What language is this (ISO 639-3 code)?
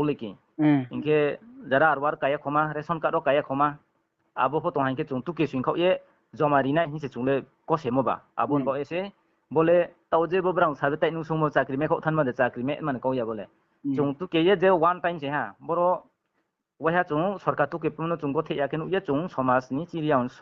ria